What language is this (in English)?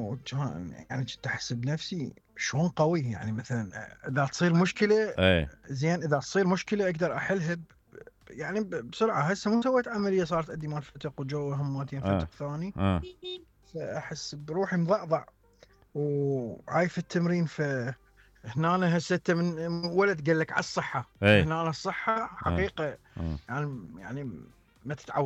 Mesopotamian Arabic